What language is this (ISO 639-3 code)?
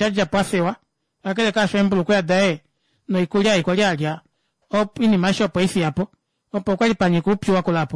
kua